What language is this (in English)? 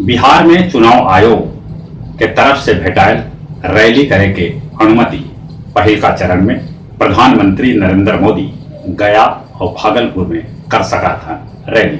Magahi